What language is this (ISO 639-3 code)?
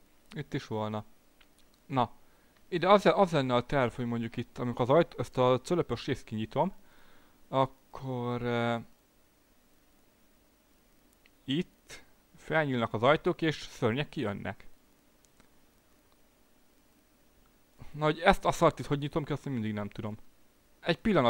hun